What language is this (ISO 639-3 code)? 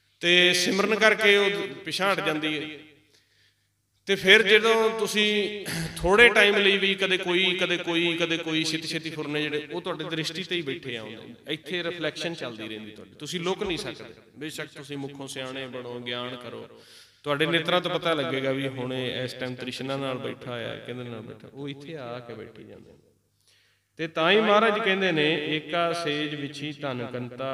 pan